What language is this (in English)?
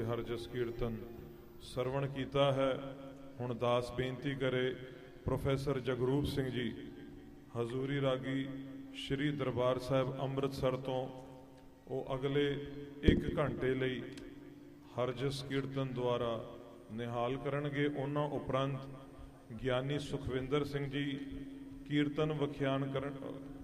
Punjabi